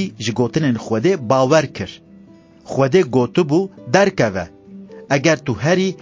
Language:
Kurdish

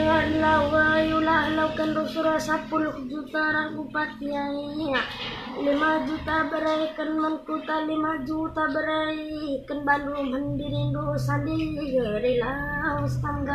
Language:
Batak Karo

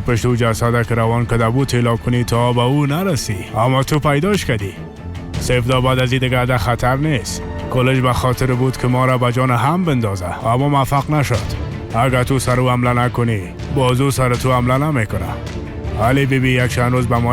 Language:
Persian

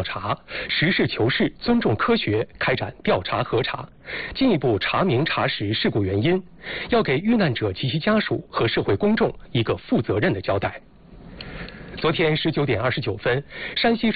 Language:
Chinese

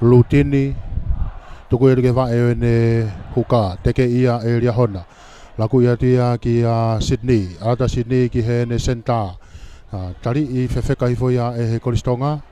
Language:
Tongan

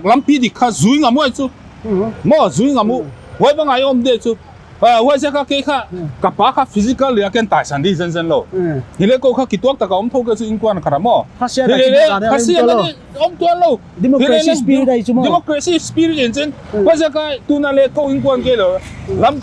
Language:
Paite Chin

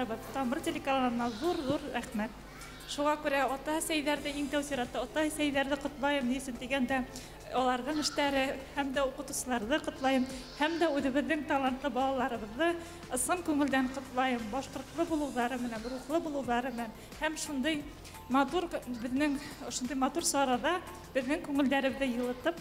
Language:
Bashkir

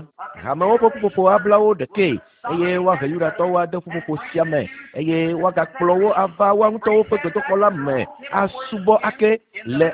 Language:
Ewe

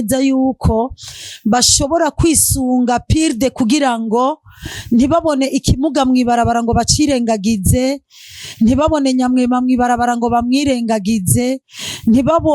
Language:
Rundi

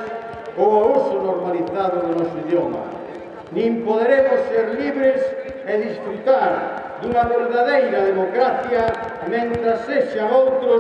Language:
Galician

